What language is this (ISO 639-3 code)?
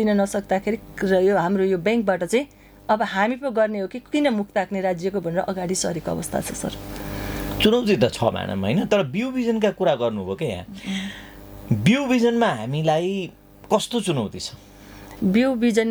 nep